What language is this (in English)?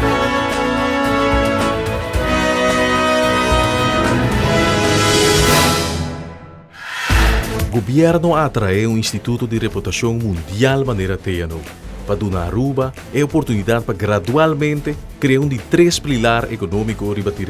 Papiamento